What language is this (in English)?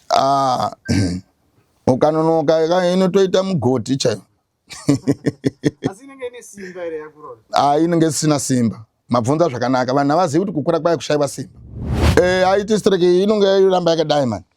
Shona